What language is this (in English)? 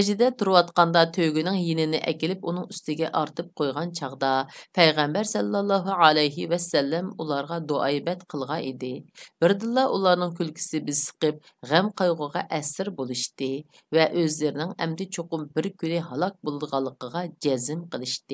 Uyghur